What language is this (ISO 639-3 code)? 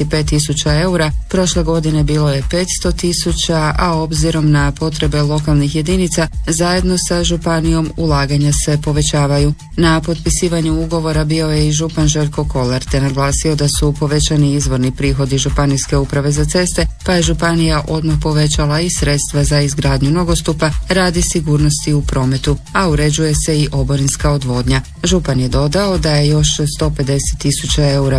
hrv